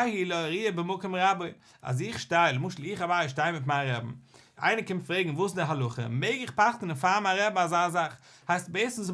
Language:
Yiddish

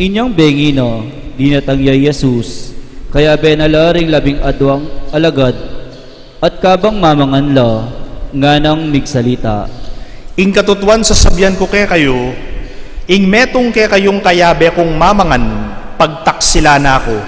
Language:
Pampanga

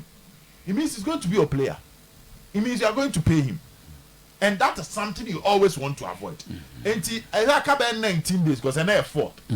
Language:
Akan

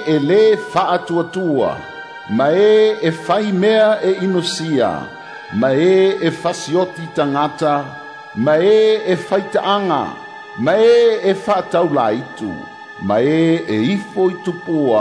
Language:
Samoan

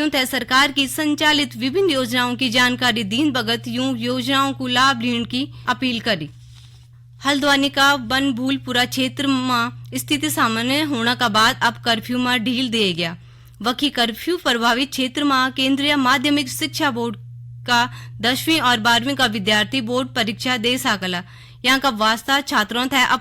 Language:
Garhwali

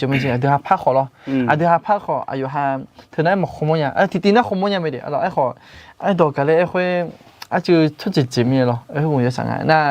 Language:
Akha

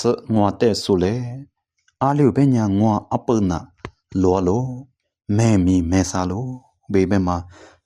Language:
Lisu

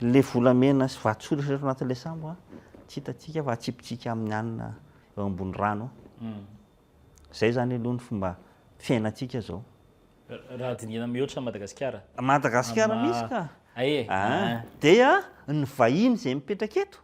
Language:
Malagasy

